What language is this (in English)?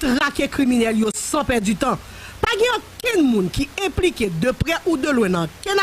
Haitian Creole